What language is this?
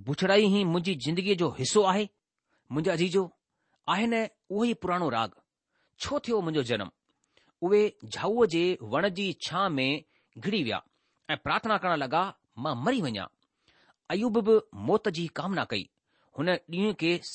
Sindhi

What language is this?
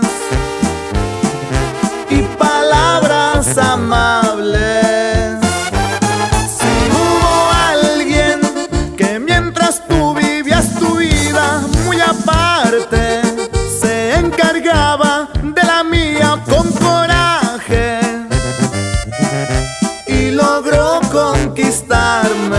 Spanish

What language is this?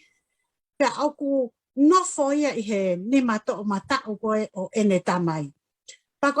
Tongan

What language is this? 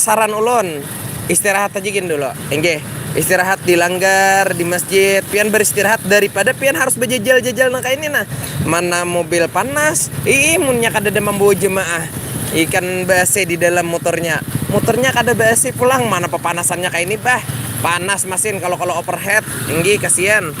Banjar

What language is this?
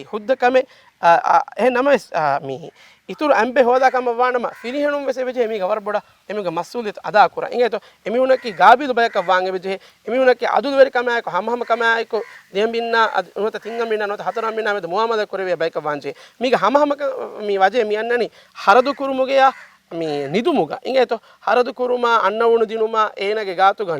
Divehi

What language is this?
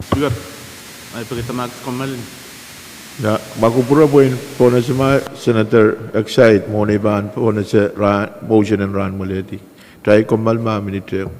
Pohnpeian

